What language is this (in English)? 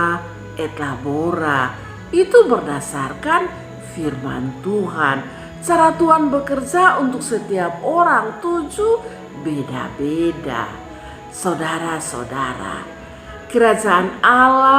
Kupang Malay